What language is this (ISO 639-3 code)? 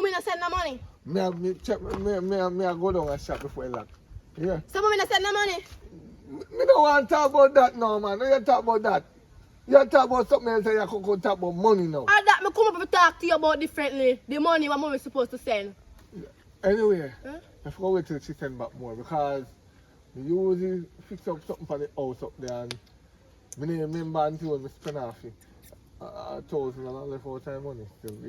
jam